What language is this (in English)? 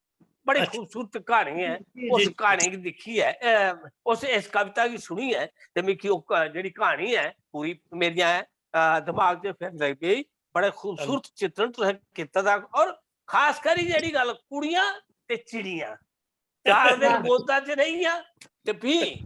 Dogri